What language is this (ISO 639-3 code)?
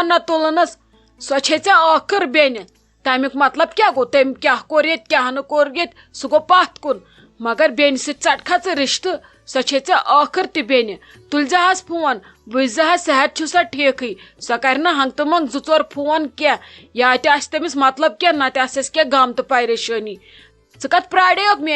kas